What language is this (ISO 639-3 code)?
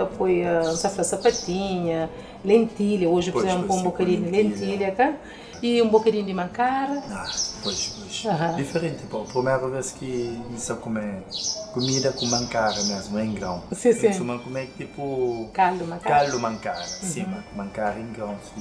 kea